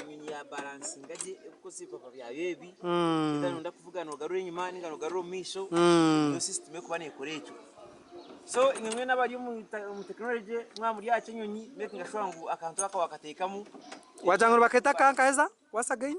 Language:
Nyankole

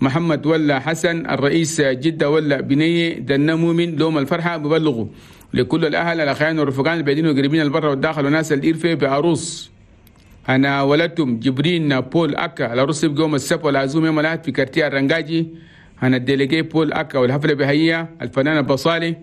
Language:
Chadian Arabic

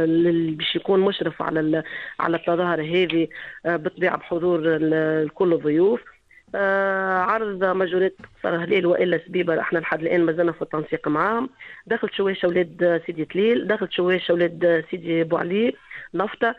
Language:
Tunisian Arabic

